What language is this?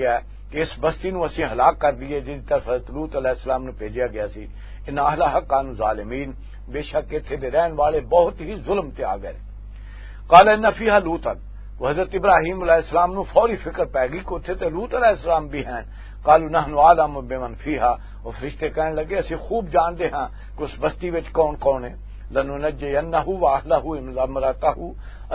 Western Panjabi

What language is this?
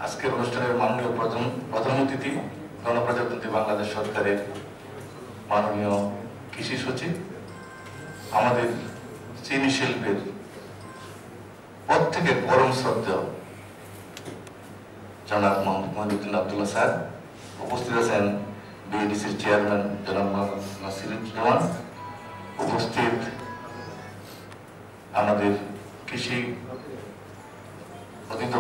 Bangla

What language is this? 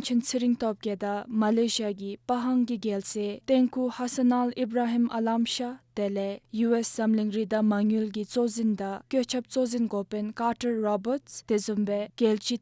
Dzongkha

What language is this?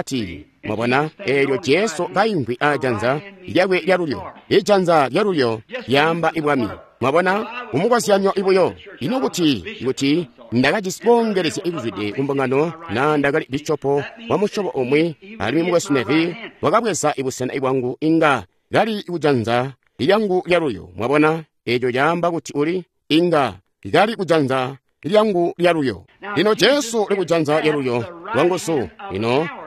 Tonga (Zambia)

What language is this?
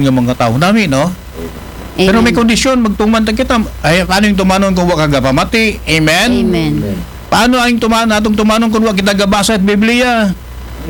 Aklanon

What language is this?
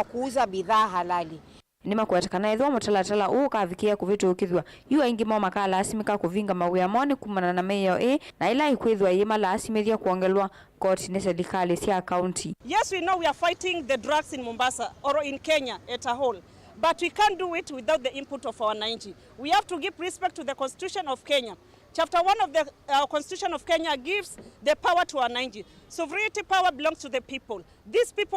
Kamba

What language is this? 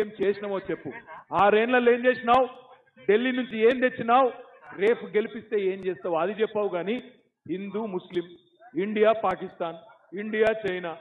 Telugu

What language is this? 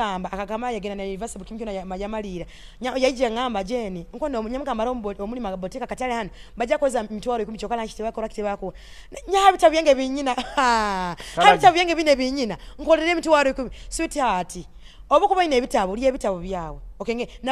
Nyoro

